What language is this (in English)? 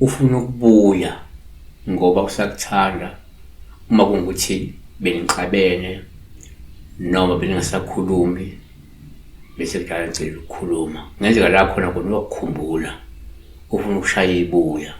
Zulu